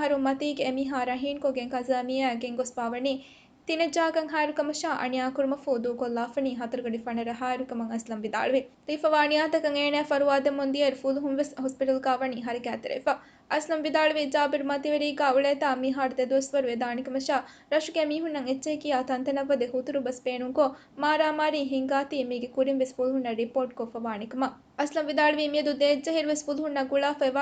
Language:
Divehi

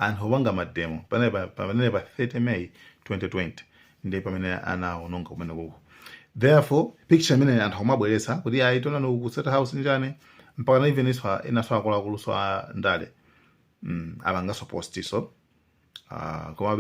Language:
Nyanja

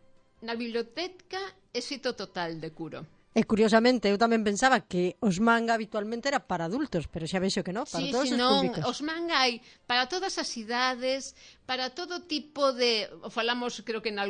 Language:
Galician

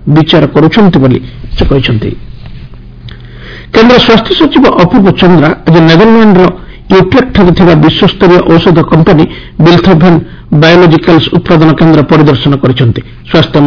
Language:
Odia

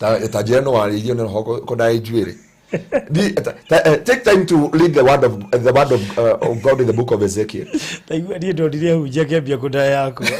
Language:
Kikuyu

